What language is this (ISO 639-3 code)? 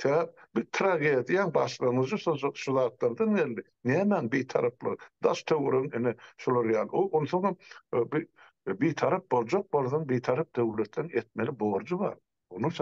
tuk